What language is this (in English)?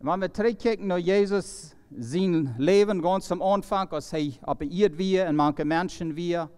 Plautdietsch